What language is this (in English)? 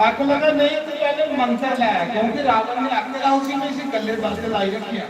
Dogri